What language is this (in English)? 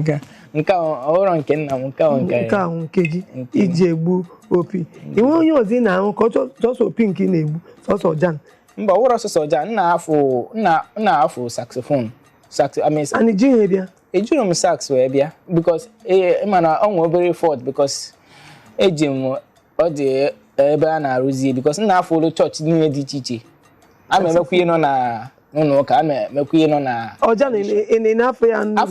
Igbo